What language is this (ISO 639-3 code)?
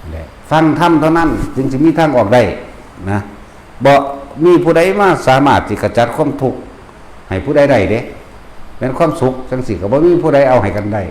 tts